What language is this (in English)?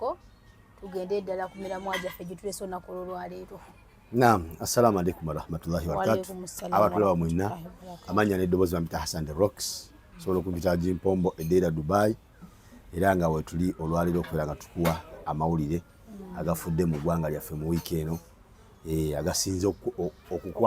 Ganda